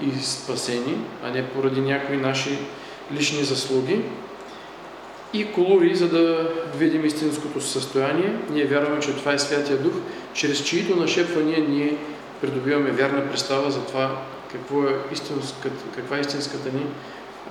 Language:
Bulgarian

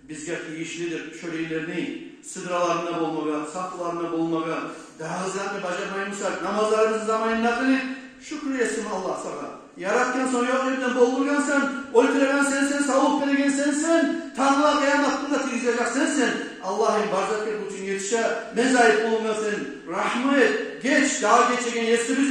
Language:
Kumyk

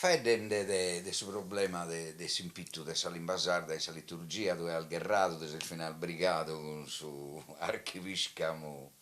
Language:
Sardinian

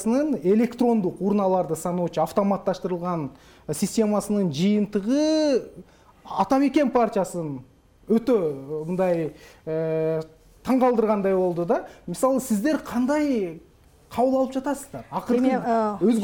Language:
Kyrgyz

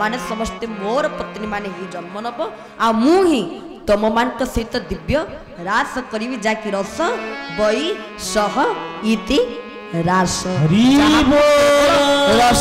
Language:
Odia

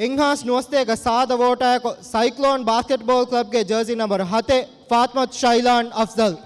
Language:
Divehi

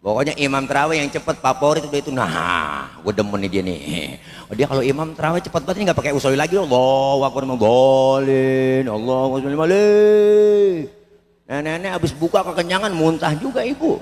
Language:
Betawi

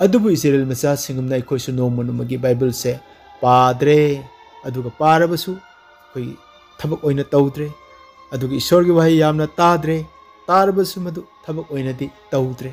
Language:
Manipuri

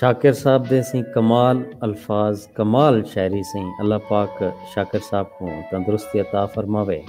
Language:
Saraiki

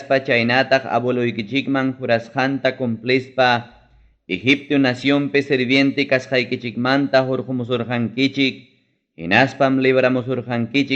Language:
Ayacucho Quechua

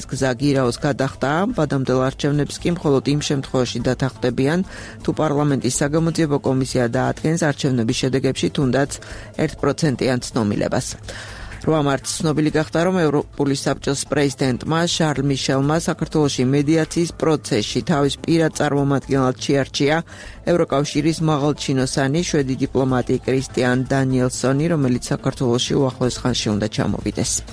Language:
Georgian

